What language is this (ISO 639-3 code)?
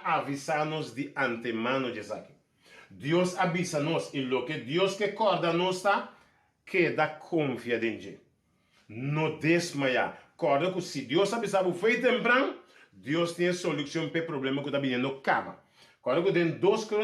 pap